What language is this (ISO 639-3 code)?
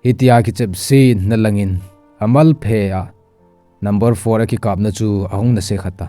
tcz